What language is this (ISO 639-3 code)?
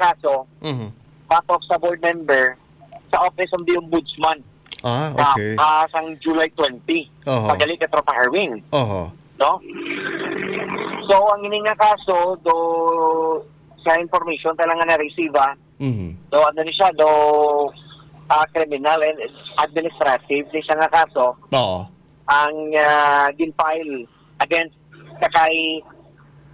hil